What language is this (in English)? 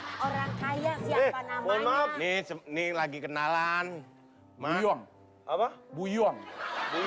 Betawi